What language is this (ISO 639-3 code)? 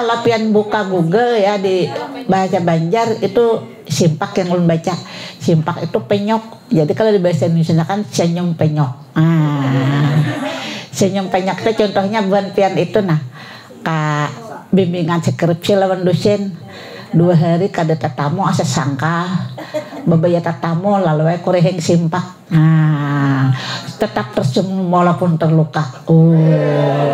bjn